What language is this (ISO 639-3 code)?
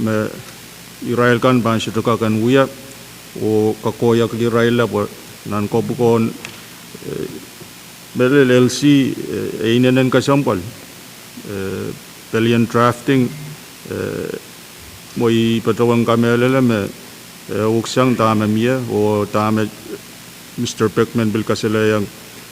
pon